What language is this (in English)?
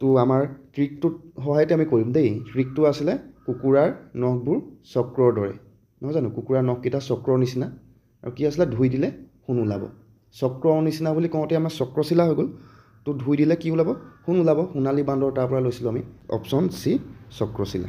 Assamese